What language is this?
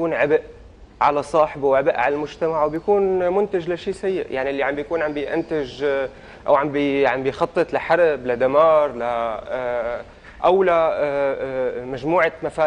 North Levantine Arabic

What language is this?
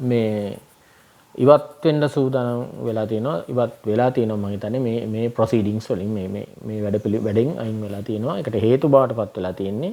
Sinhala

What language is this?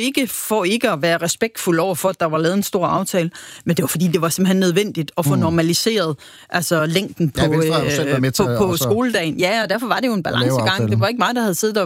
Danish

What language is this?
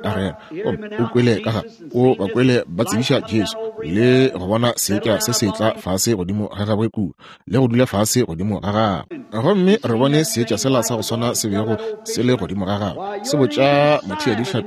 Northern Sotho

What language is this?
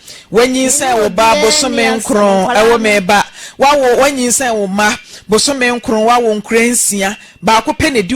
Akan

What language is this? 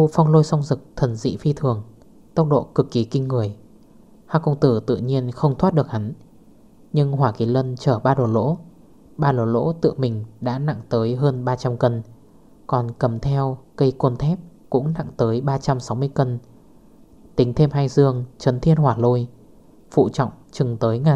Vietnamese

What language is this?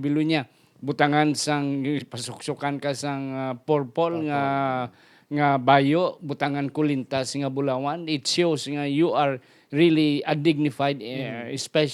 Hiligaynon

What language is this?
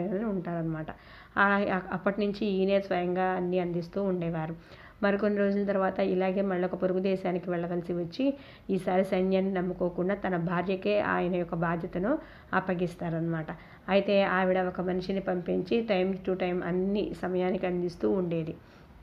Telugu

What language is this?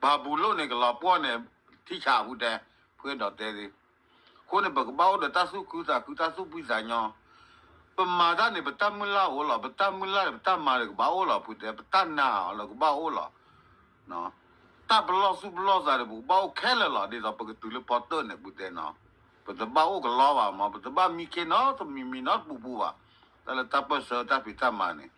S'gaw Karen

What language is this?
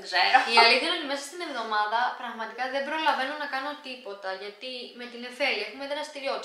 Greek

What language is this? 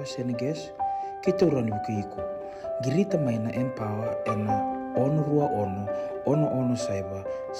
Fijian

